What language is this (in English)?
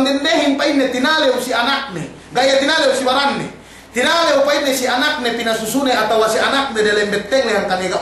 Yakan